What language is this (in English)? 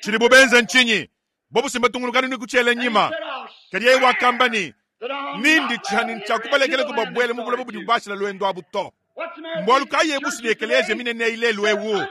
Luba-Lulua